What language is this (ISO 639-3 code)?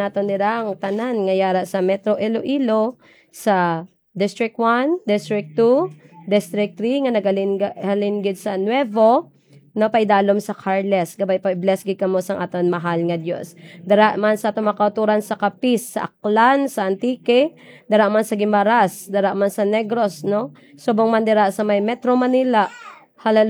hil